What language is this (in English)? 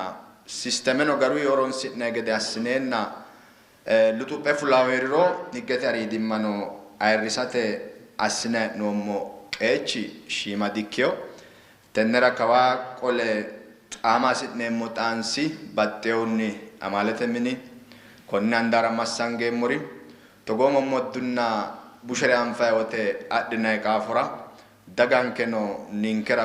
Sidamo